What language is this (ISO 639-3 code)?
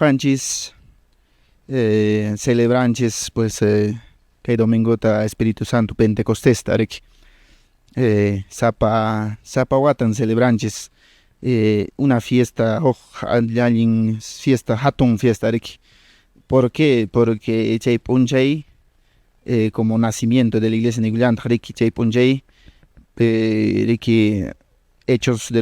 que